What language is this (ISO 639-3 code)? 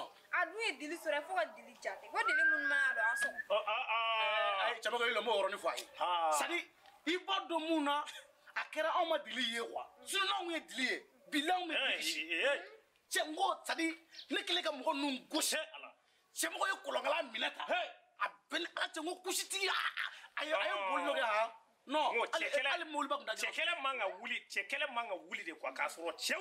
bam